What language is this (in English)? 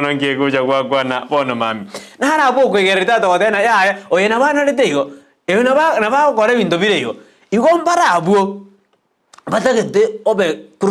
Gusii